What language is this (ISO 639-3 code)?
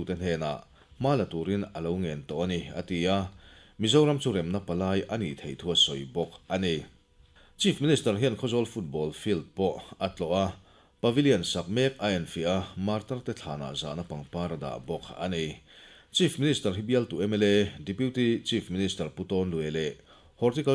lus